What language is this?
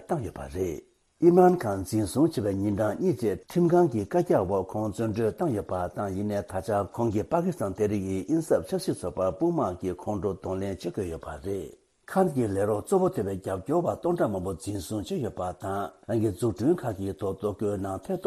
Tibetan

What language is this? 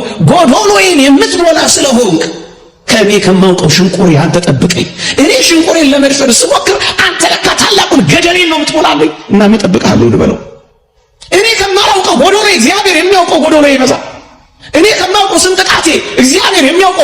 Amharic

